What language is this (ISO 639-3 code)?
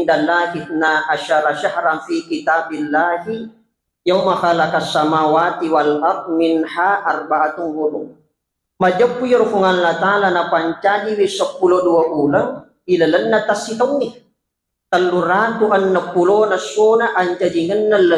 bug